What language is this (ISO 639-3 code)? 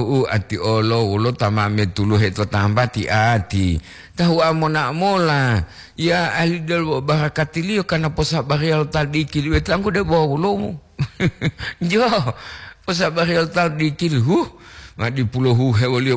gor